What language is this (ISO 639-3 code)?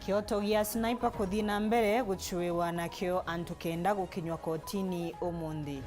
mer